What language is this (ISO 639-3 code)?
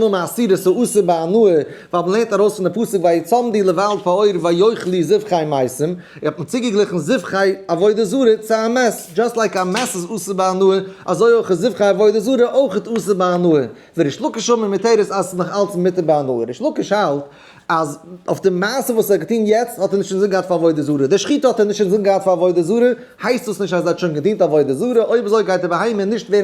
yid